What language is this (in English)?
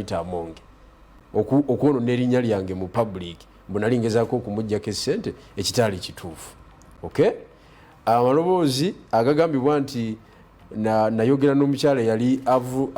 Ganda